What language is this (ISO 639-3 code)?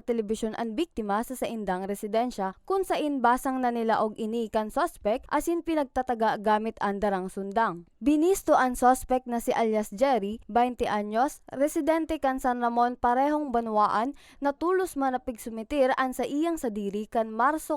bik